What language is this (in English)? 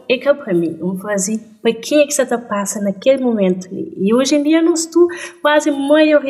Kabuverdianu